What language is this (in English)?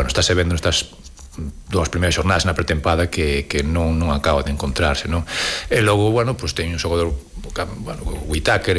Galician